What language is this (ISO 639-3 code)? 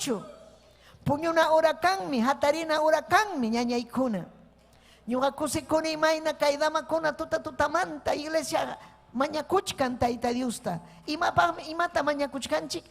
quy